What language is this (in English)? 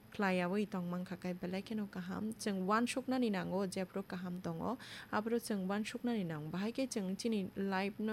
Kok Borok